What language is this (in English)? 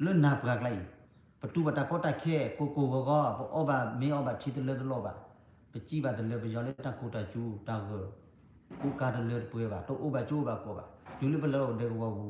S'gaw Karen